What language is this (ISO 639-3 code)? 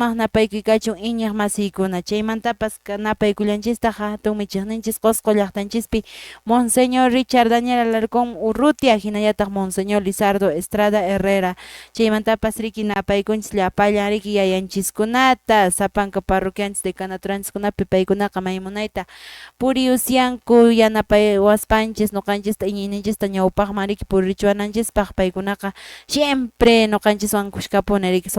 que